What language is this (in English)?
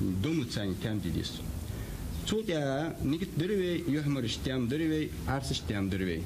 Ingush